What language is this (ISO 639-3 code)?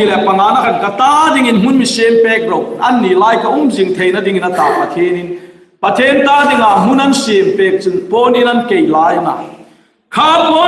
hmr